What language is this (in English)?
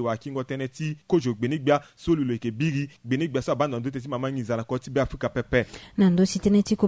Sango